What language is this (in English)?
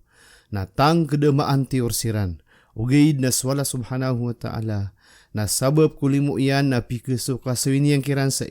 Maranao